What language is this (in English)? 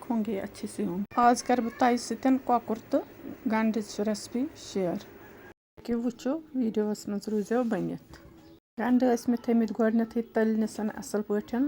Kashmiri